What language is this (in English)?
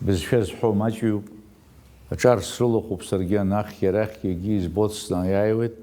Abkhazian